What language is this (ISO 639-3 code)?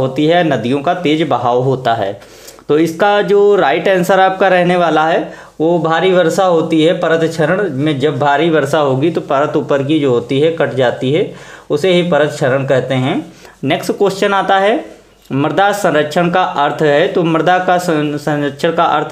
hin